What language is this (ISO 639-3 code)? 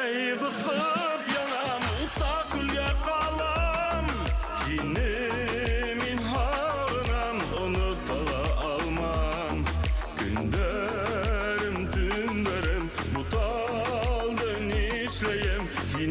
bak